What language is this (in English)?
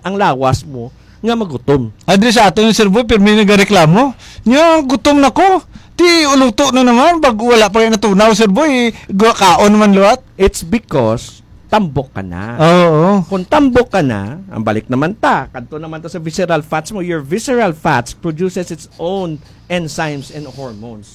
Hiligaynon